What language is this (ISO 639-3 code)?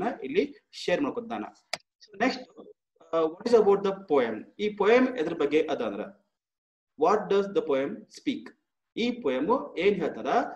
kan